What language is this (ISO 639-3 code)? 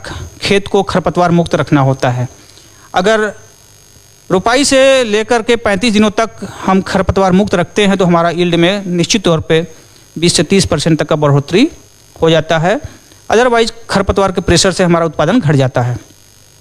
hin